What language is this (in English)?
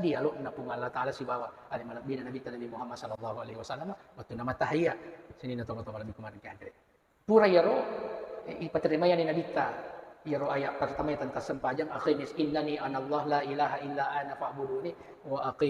Buginese